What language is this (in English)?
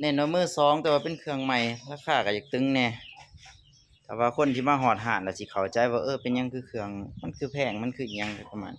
Lao